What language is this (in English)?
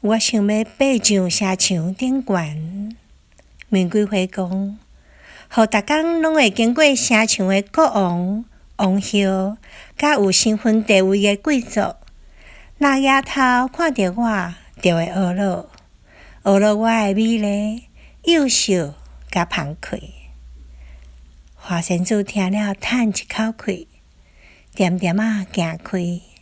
Min Nan Chinese